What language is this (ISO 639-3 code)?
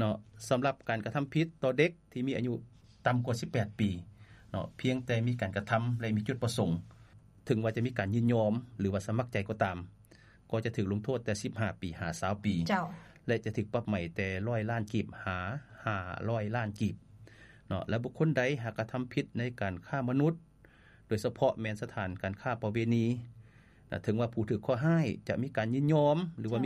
lao